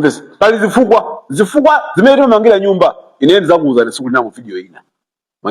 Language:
Nyanja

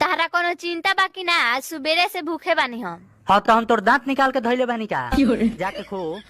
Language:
Magahi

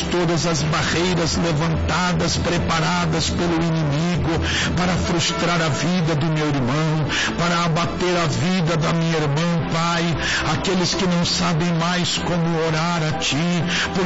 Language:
Portuguese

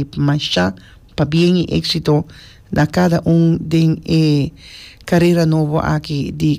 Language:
Papiamento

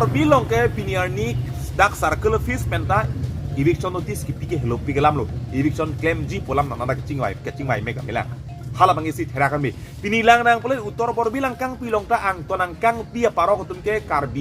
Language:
Karbi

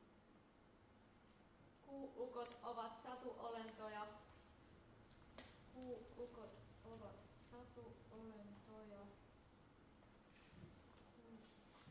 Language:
Finnish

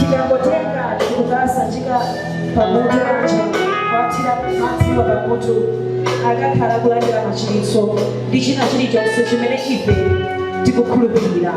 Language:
Nyanja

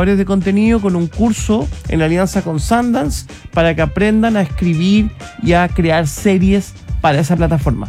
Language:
Spanish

